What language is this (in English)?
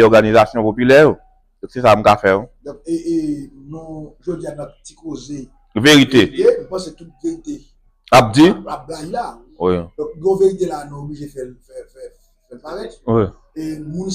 Haitian Creole